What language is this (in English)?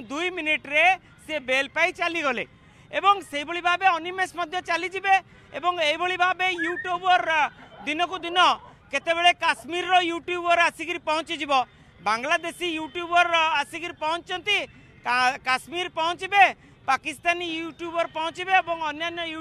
Odia